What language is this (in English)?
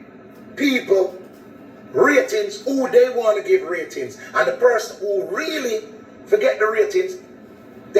Jamaican Creole English